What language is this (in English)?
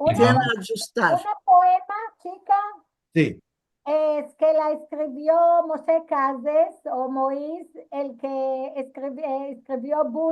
Ladino